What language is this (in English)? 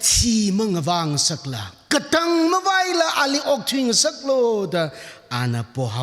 Tangkhul Naga (India)